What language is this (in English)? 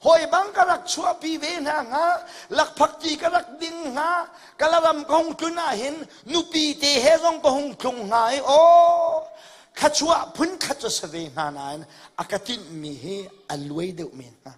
Hakha Chin